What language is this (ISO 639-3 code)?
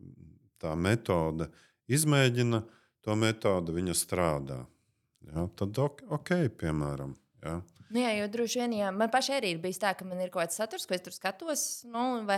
lav